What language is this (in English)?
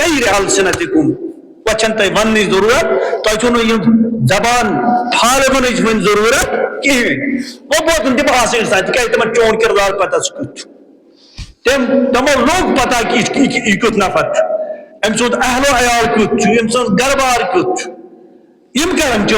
Kashmiri